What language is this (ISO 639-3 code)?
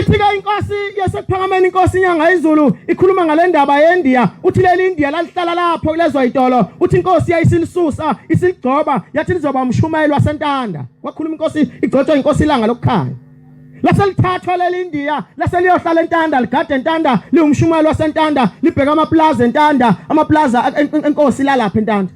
zul